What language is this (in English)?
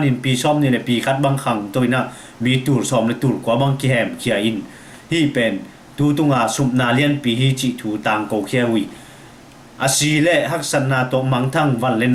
Tedim Chin